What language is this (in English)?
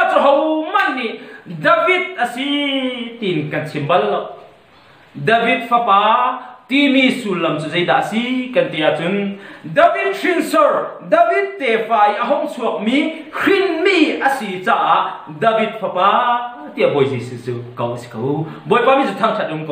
Hakha Chin